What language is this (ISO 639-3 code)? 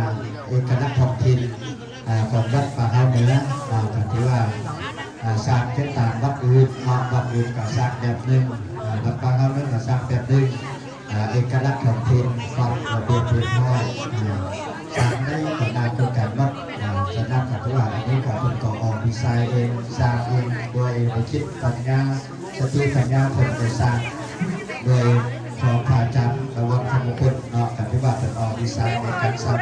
lao